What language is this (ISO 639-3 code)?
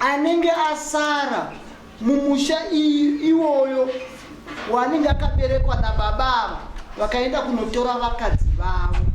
sna